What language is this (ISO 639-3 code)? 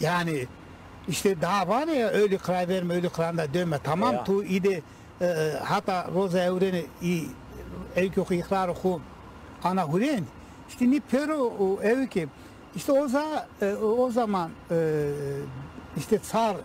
zza